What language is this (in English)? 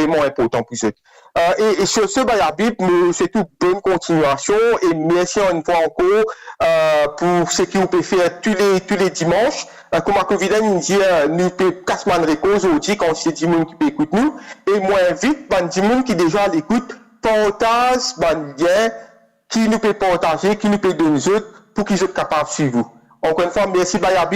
Morisyen